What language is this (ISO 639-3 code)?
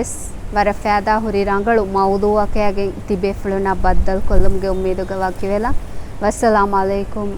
div